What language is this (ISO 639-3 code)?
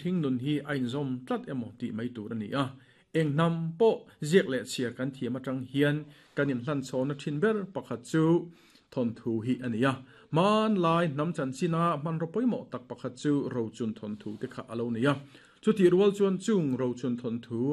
lus